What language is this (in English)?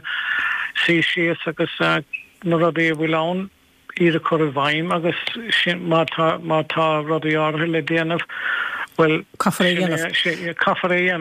Irish